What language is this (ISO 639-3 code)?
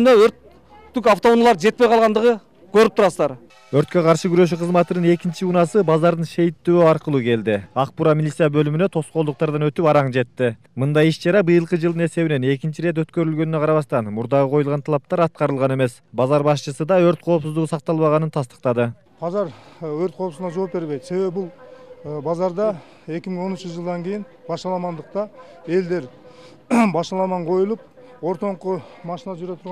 kir